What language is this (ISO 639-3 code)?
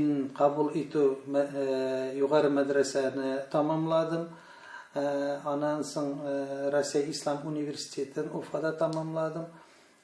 tat